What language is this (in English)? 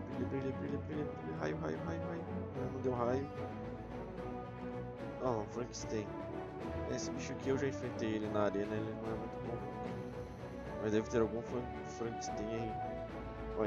Portuguese